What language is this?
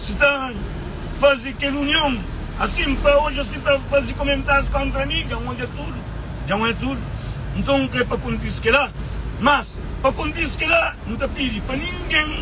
Kabuverdianu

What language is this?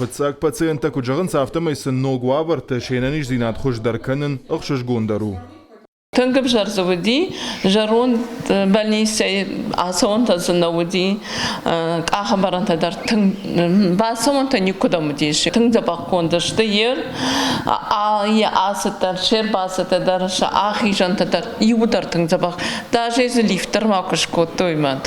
Ossetic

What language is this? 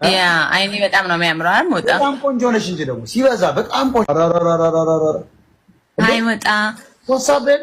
Amharic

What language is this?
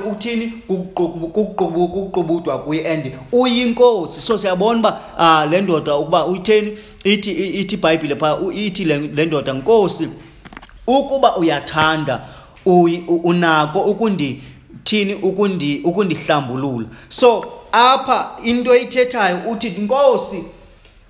Xhosa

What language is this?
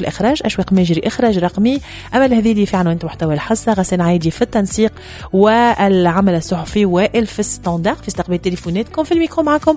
Tunisian Arabic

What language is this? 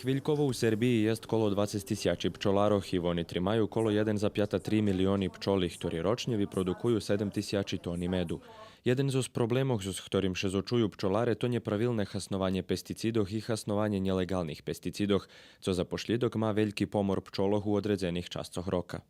Rusyn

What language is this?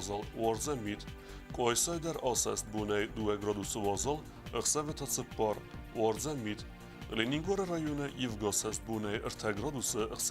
Ossetic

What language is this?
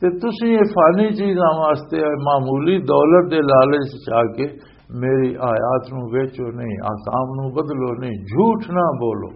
Western Panjabi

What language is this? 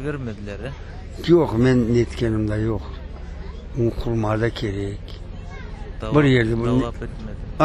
Crimean Tatar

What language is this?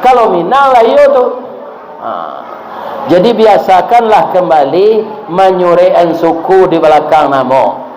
Minangkabau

